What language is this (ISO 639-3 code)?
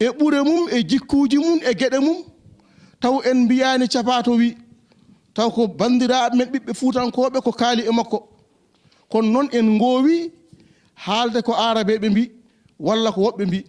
ful